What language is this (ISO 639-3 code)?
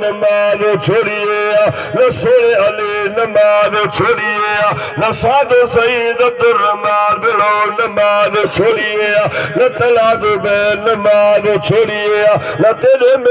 skr